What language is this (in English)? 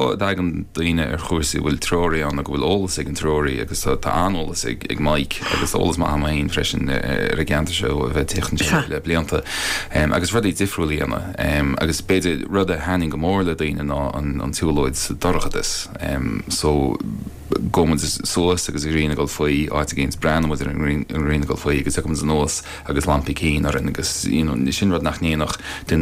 Irish